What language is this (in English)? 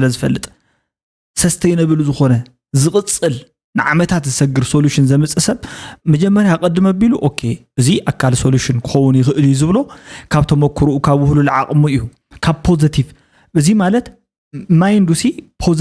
Tigrinya